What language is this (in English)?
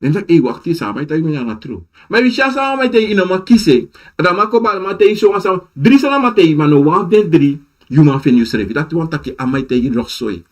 Sranan Tongo